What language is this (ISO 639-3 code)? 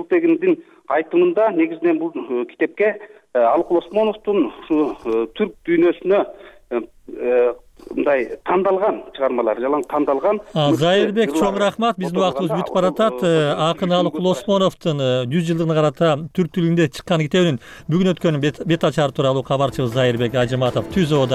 kir